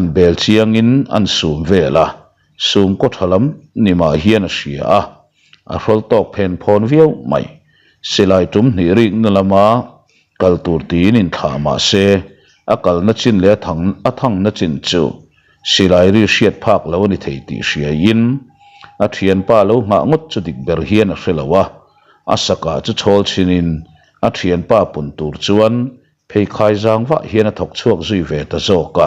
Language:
Mizo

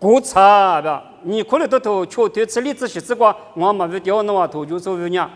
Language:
Lisu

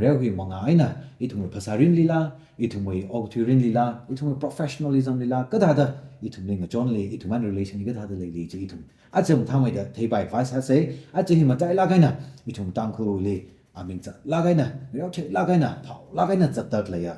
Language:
Tangkhul Naga (India)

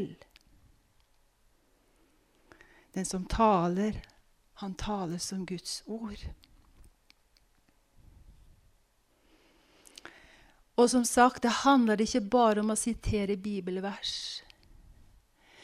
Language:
Norwegian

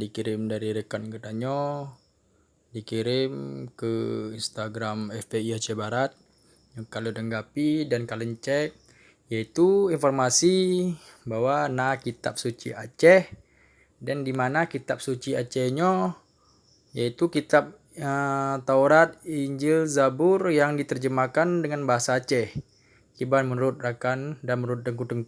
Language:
Achinese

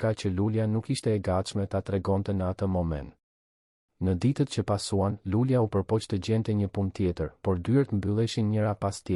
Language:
Albanian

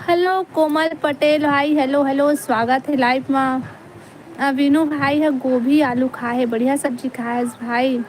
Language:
Chhattisgarhi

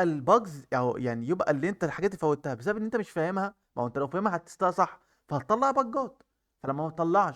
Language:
Egyptian Arabic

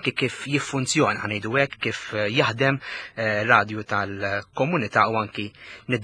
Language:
Maltese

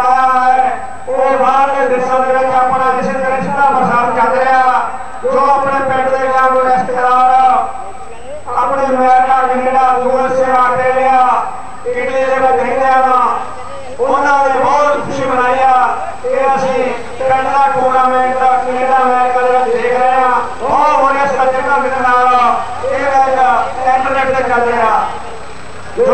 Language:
Punjabi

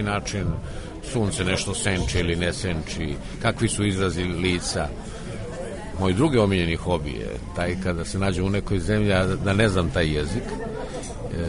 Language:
Serbian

